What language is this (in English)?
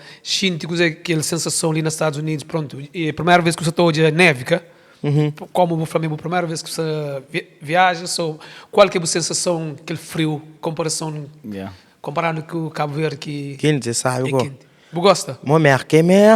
Kabuverdianu